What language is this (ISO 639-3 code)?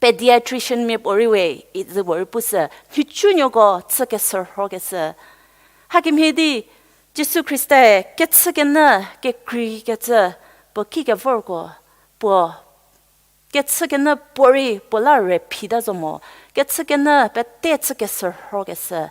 njm